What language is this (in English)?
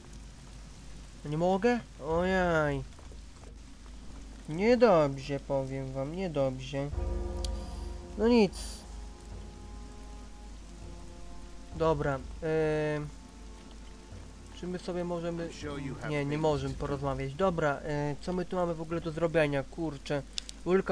Polish